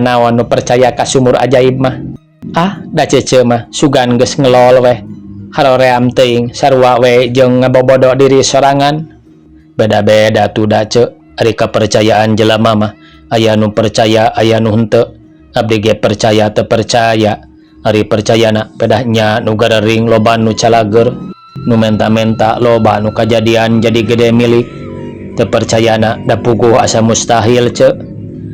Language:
Sundanese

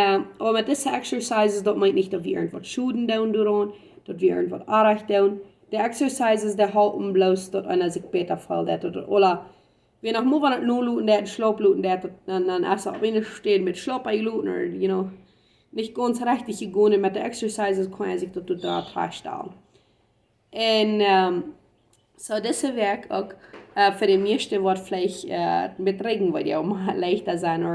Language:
Plautdietsch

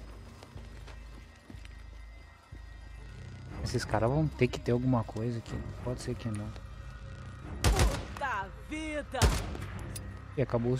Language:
Portuguese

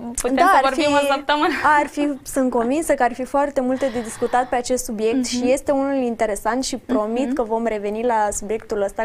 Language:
Romanian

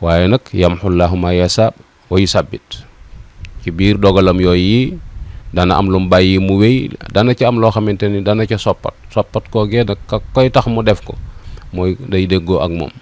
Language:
Wolof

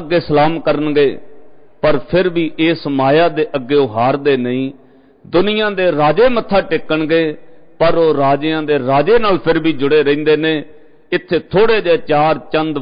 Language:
Punjabi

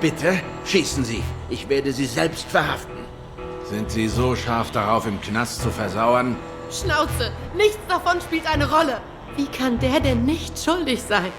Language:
Swiss German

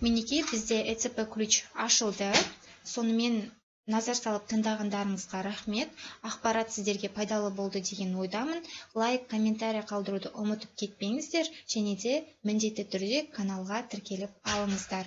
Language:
Kazakh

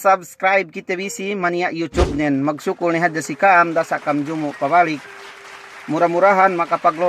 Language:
Yakan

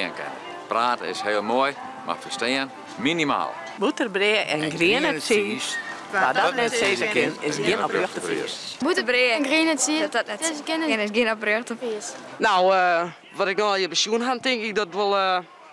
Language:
Western Frisian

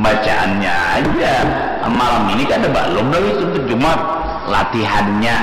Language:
Banjar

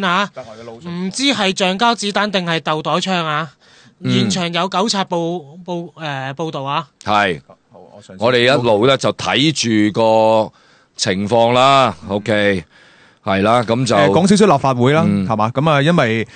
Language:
Cantonese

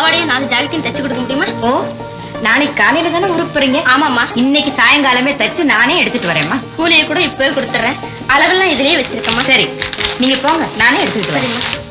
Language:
Tamil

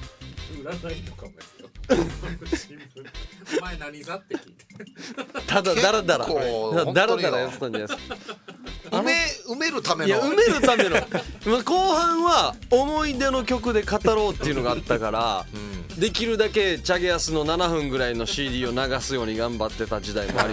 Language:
Japanese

